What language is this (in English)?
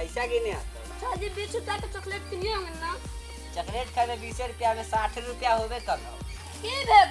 Maithili